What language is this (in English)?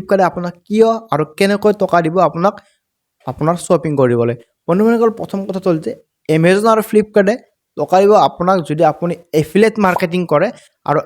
Assamese